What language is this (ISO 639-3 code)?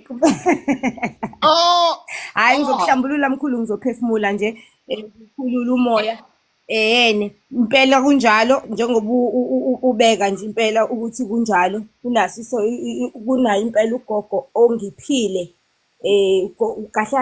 zul